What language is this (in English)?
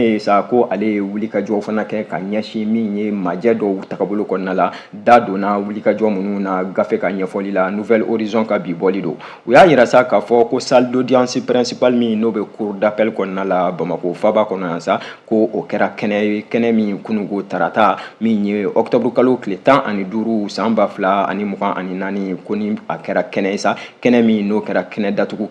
Bambara